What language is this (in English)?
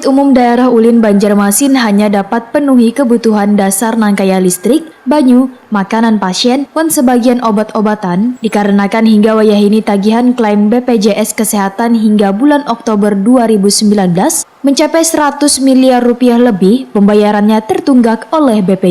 Banjar